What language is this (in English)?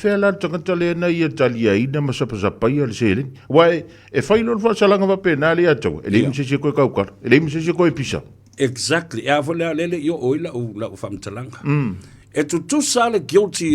Samoan